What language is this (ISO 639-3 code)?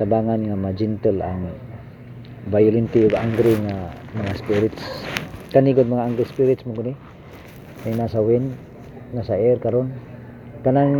ceb